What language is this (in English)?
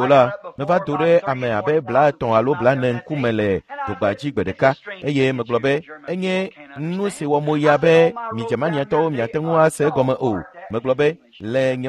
Ewe